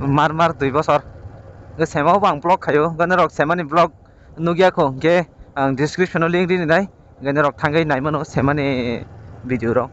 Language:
Kok Borok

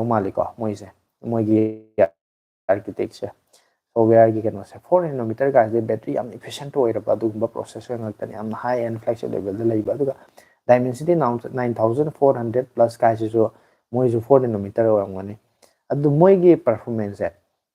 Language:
Manipuri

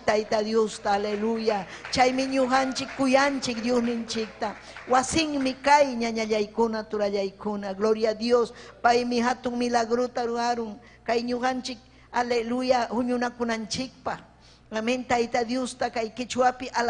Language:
Ayacucho Quechua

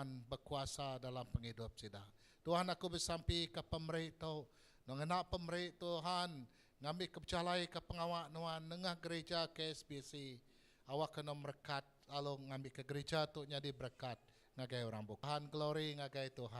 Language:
Iban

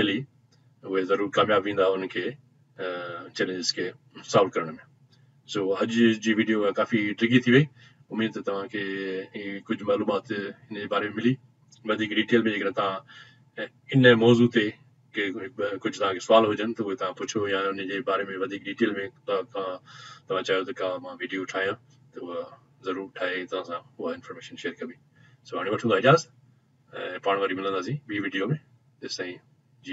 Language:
Sindhi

